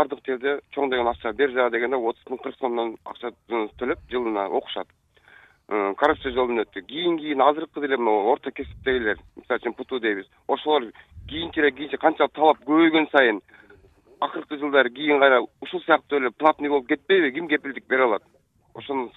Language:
Kyrgyz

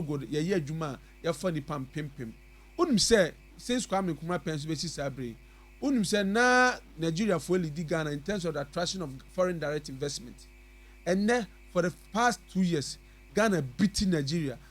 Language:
Akan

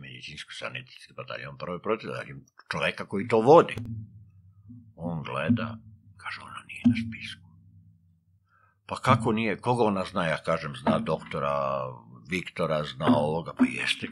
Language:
Serbian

